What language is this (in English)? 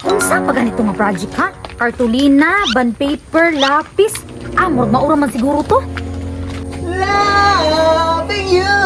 Cebuano